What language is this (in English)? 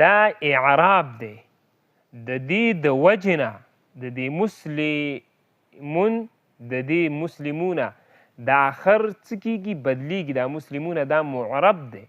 Pashto